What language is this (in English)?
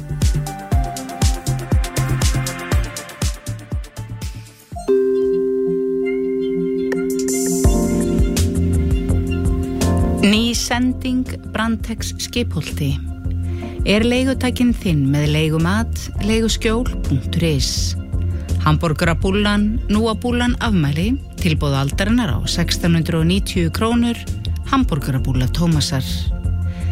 Icelandic